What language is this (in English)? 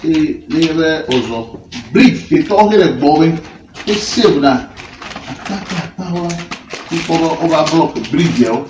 Ewe